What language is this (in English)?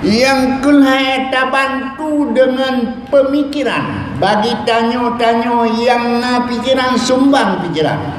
Achinese